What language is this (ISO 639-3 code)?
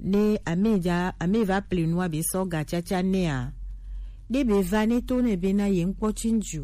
gej